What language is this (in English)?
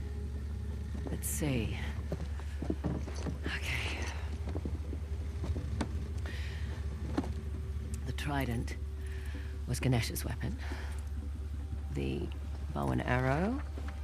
English